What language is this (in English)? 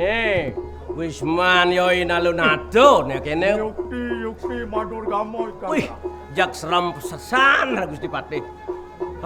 Balinese